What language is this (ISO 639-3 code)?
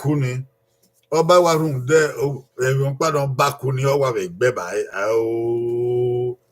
bin